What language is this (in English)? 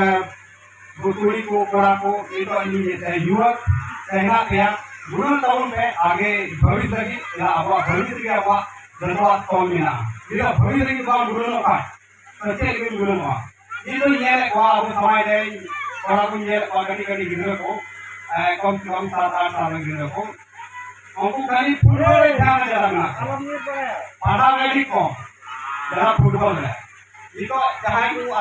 Santali